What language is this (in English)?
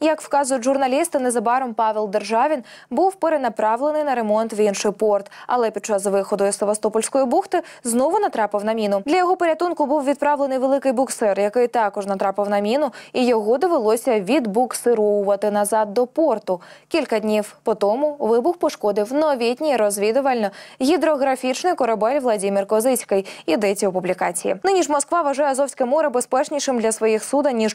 Ukrainian